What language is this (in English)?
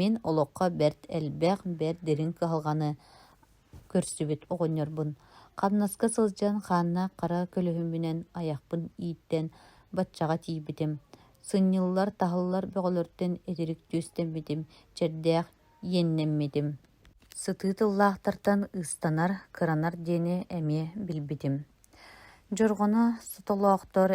Yakut